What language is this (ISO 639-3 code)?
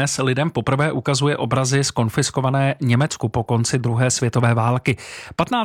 ces